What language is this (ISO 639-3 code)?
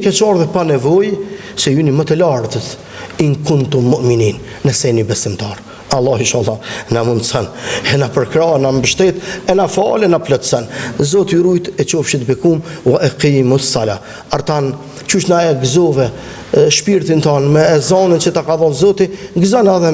sqi